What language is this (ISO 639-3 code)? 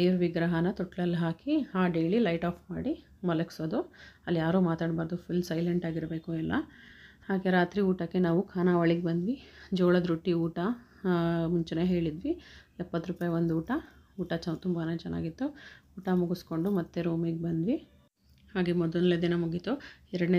kan